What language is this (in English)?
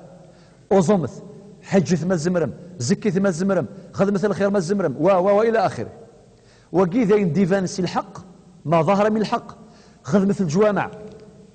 Kabyle